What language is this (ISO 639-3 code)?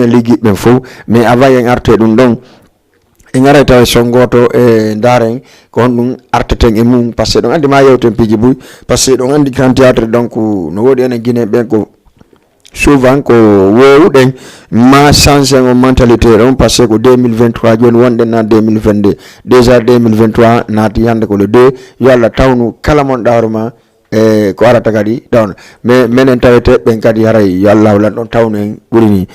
ful